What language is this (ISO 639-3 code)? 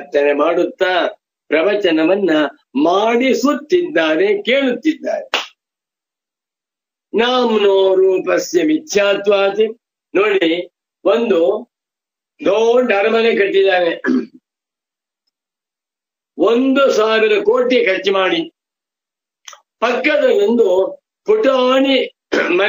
kan